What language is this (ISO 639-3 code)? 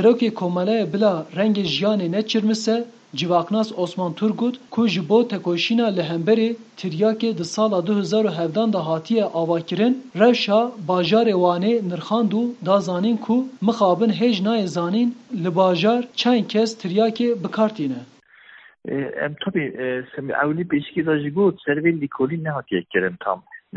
kur